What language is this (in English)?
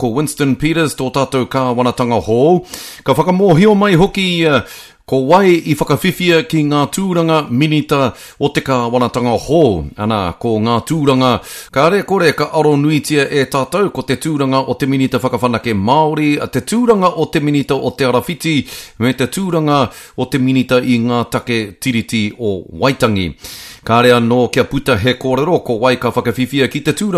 Māori